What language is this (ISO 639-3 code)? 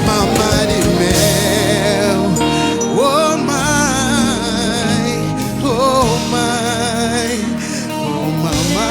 kea